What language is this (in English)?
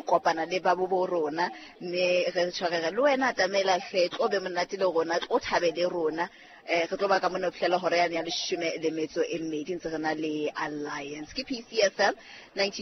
Southern Sotho